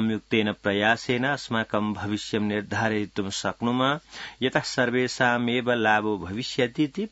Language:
Sanskrit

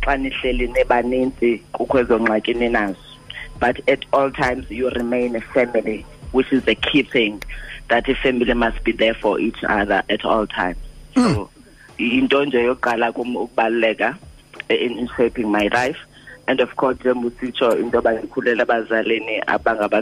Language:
Xhosa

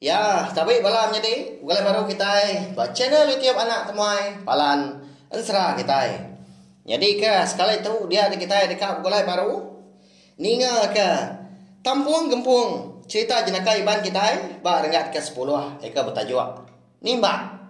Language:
Iban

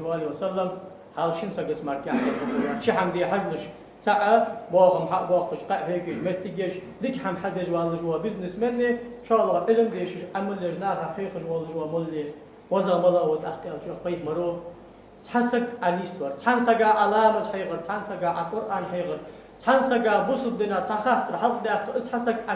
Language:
Ingush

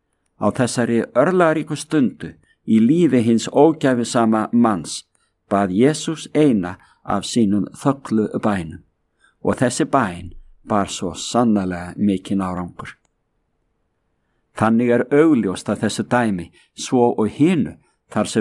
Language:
Icelandic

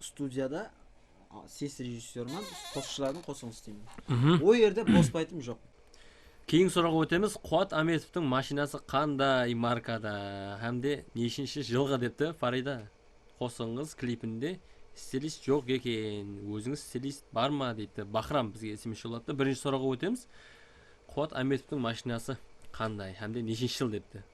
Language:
Kara-Kalpak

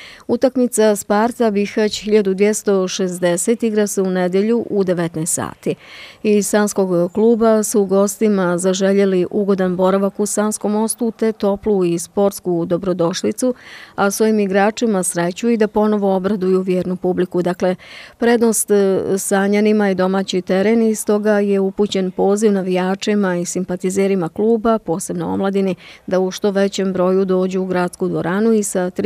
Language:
Bosnian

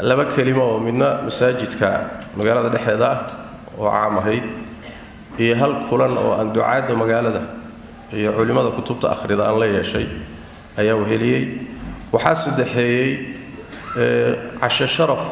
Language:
Somali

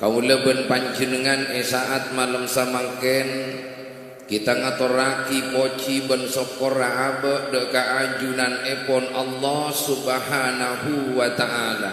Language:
Madurese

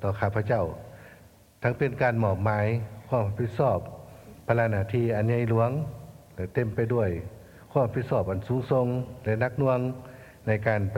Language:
Lao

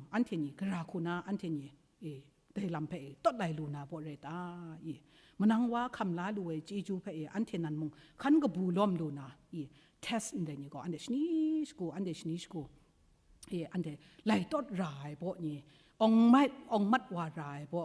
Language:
Kachin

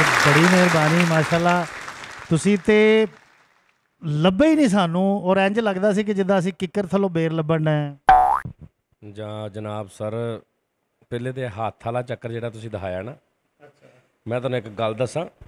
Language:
Punjabi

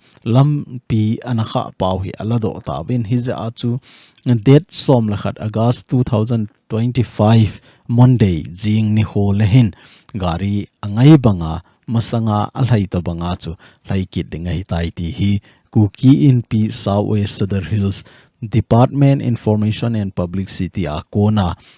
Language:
Thado Chin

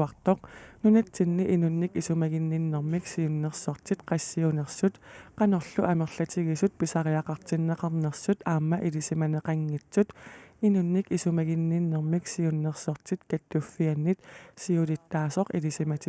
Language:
Kalaallisut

